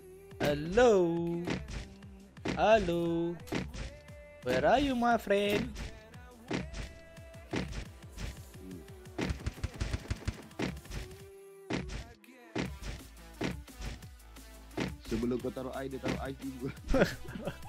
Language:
Malay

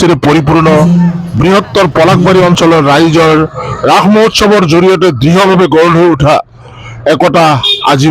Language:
Assamese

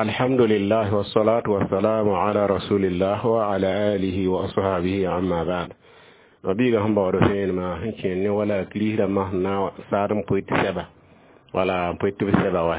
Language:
Mossi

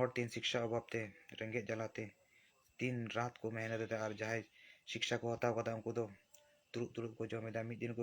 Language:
Santali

